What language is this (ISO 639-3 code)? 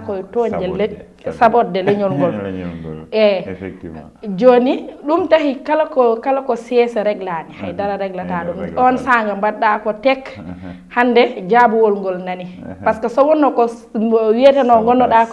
ful